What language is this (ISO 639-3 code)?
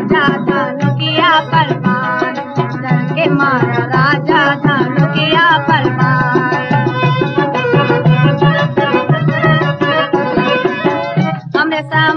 bho